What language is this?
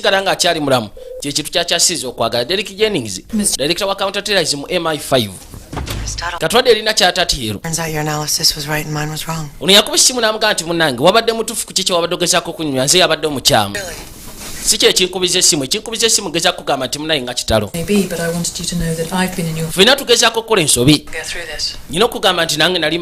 Ganda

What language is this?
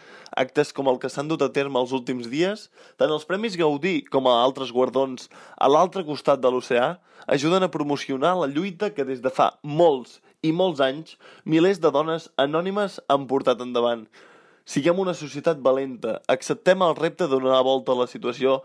Catalan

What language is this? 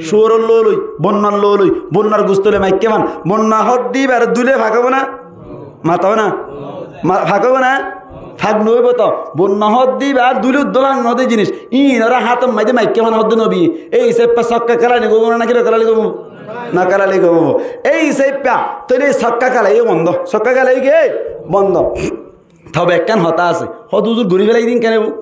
Rohingya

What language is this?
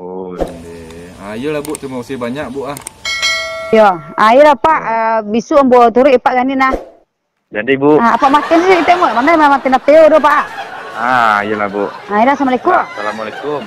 Minangkabau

